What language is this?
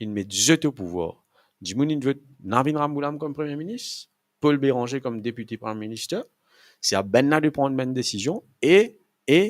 Morisyen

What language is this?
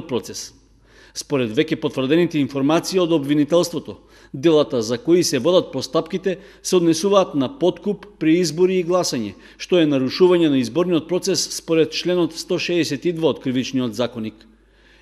Macedonian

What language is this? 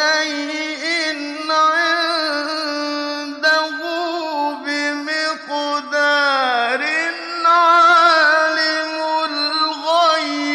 Arabic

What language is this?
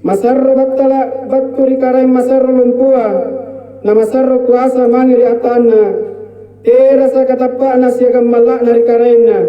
Makasar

